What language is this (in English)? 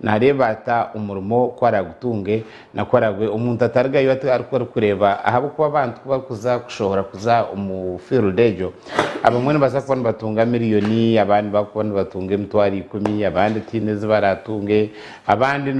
Nyankole